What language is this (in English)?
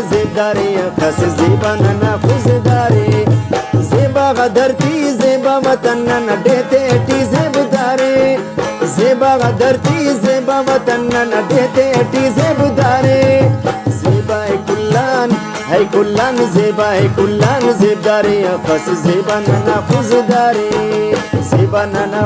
Brahui